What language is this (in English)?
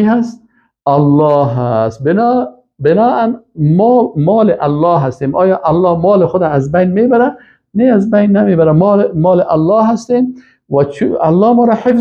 Persian